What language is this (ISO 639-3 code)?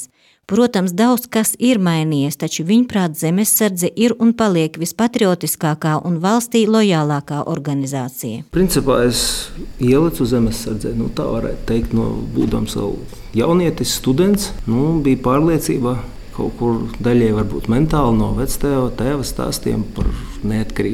lav